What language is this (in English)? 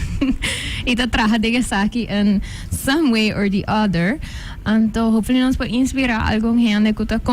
Papiamento